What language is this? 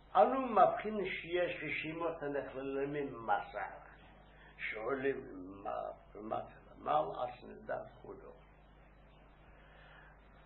Hebrew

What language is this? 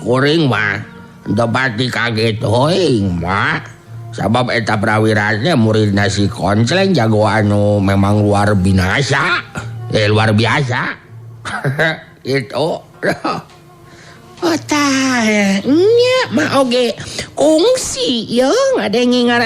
Sundanese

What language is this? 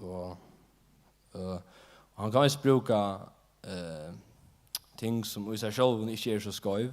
Faroese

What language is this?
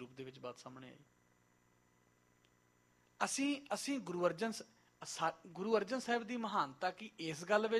Punjabi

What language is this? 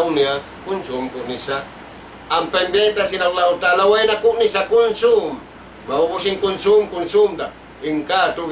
Tausug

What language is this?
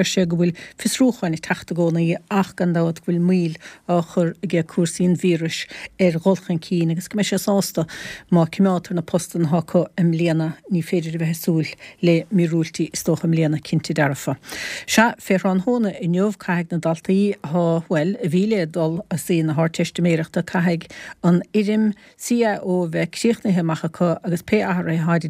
Irish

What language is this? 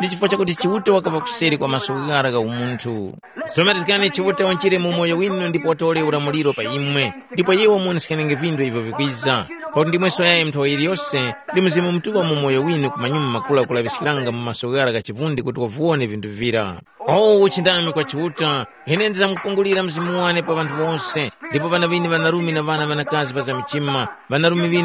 Tumbuka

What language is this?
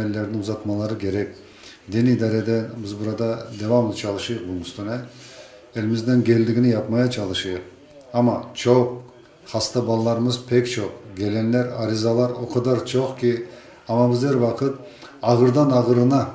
Crimean Tatar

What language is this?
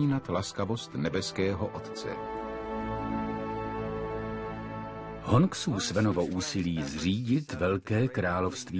Czech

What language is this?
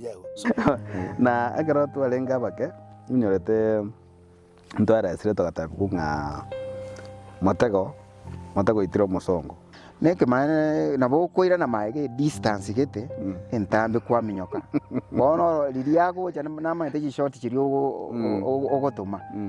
Gusii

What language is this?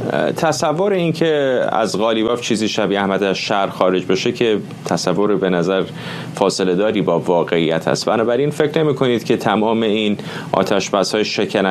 Persian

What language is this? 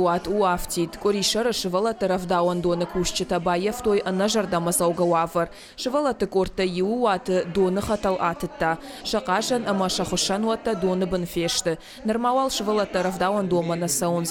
Ossetic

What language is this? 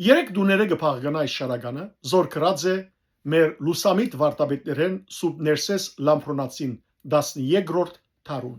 Western Armenian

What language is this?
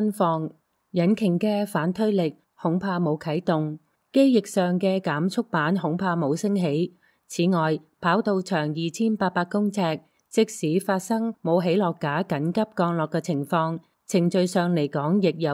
Cantonese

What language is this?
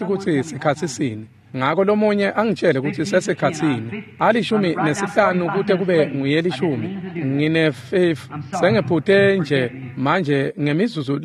Swati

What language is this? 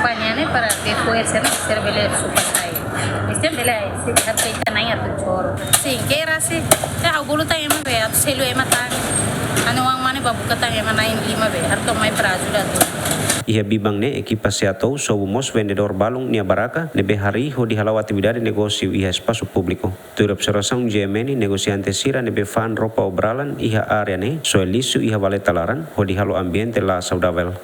Tetum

